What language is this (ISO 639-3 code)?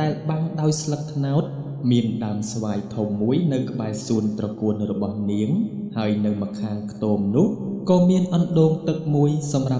khm